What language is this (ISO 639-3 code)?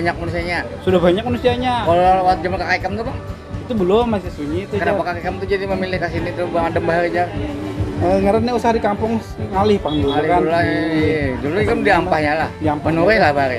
bjn